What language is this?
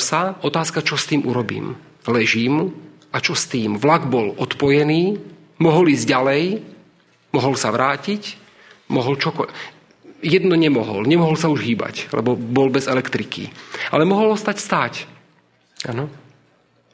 Slovak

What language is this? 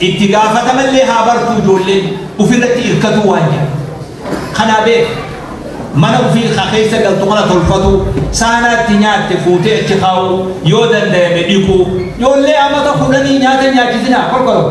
Oromo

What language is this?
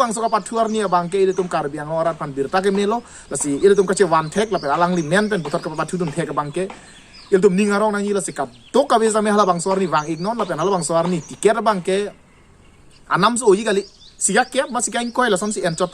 Karbi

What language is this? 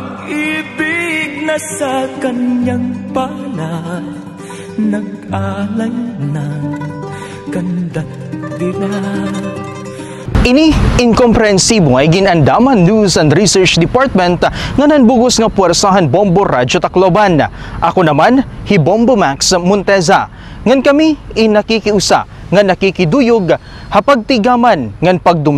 Waray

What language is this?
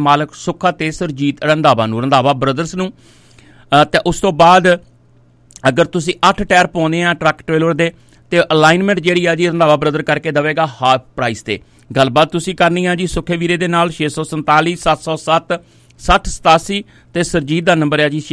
Punjabi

